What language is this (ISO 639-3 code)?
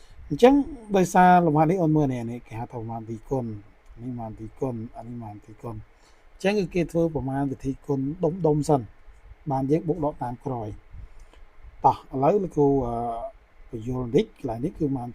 khm